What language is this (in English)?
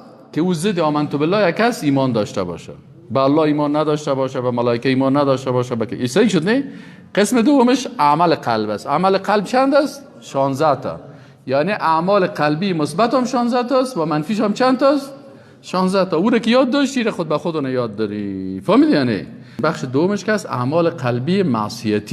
Persian